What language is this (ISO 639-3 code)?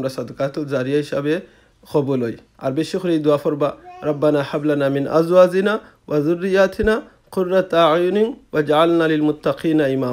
syl